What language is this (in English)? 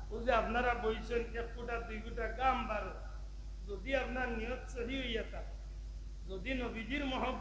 Sylheti